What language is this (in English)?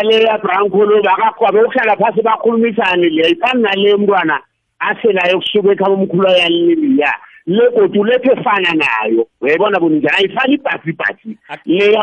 South Ndebele